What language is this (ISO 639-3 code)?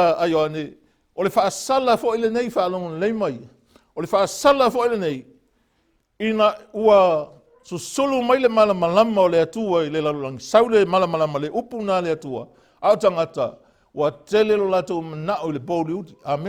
smo